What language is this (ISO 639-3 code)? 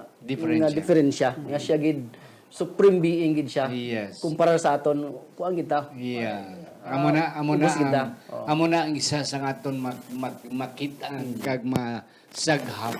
hil